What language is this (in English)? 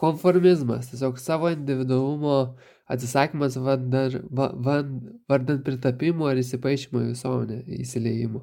Lithuanian